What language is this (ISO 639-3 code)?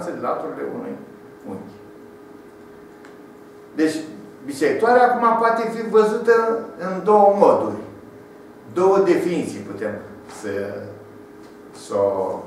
ron